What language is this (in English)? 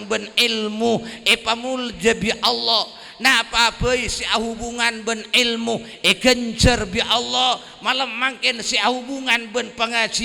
Madurese